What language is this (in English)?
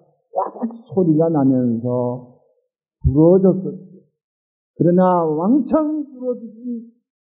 Korean